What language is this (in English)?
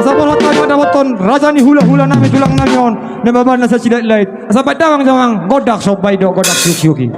Batak Toba